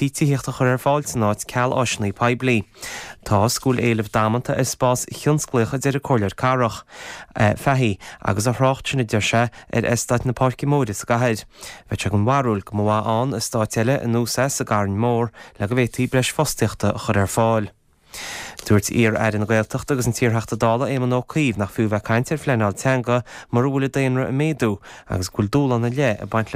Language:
Irish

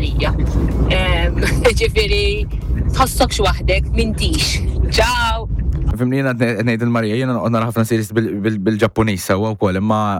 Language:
Maltese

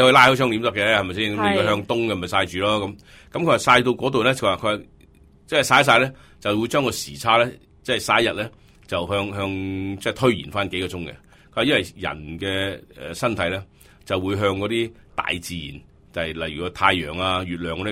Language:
Cantonese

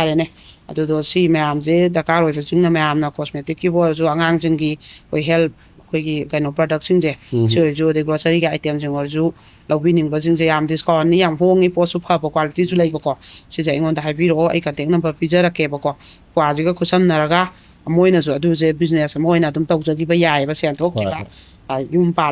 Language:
Manipuri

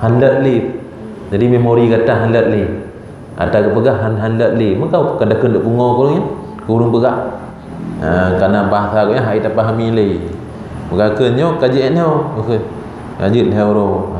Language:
Achinese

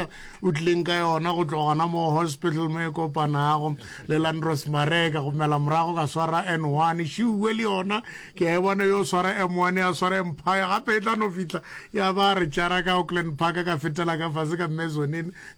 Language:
Northern Sotho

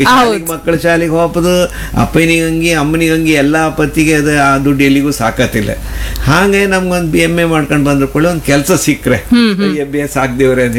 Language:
Kannada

